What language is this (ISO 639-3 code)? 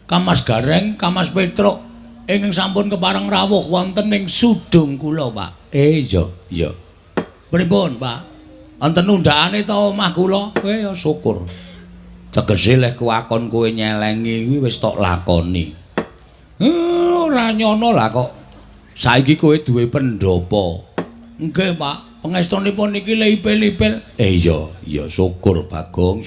jav